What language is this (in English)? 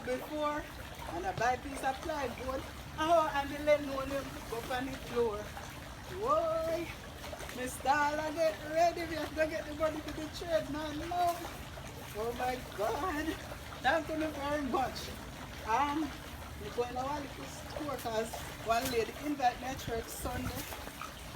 Jamaican Creole English